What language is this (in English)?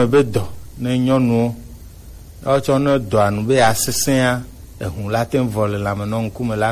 Gen